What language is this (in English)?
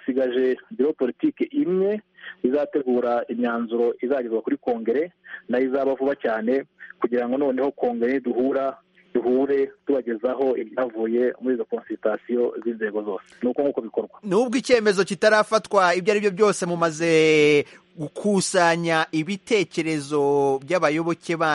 Kinyarwanda